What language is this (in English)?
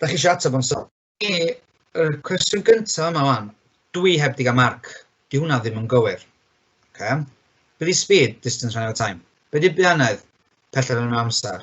Welsh